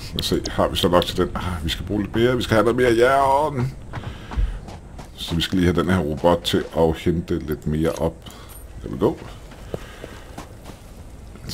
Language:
Danish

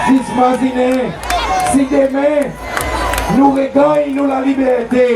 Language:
Seselwa Creole French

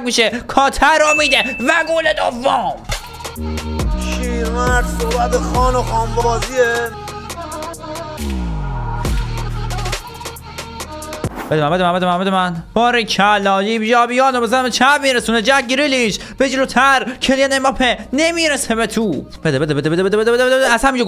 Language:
Persian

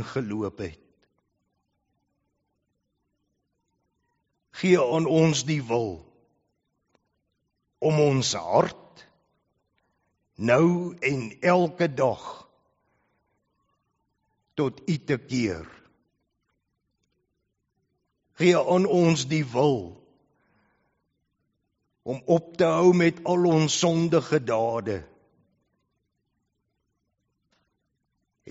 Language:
Afrikaans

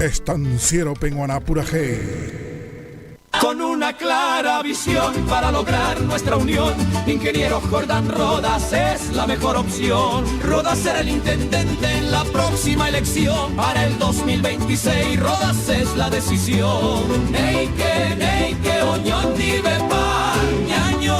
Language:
Guarani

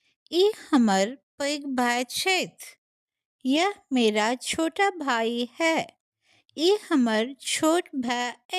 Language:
Maithili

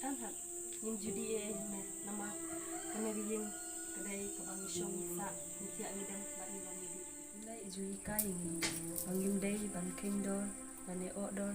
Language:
Khasi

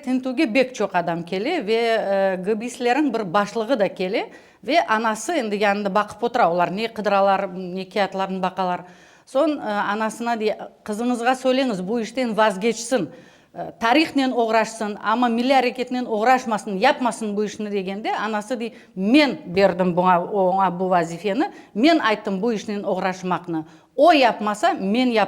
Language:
Crimean Tatar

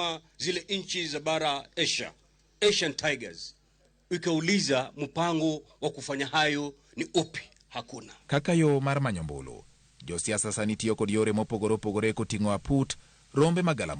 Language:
Luo (Kenya and Tanzania)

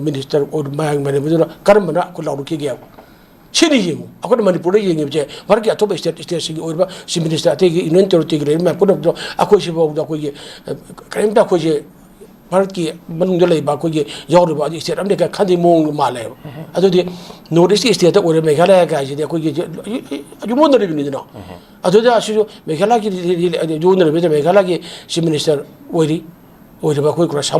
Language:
Manipuri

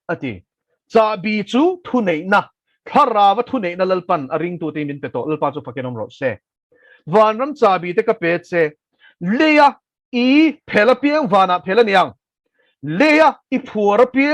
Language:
Mizo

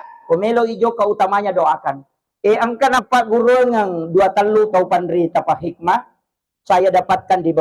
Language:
Buginese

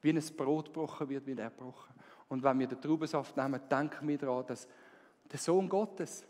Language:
Swiss German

